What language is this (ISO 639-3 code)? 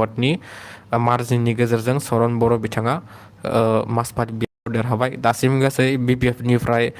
brx